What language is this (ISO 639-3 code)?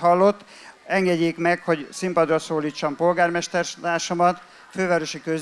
hun